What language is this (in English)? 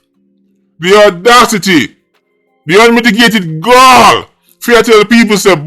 Jamaican Creole English